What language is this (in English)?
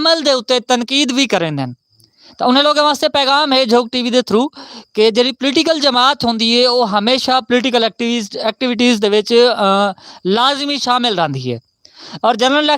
Saraiki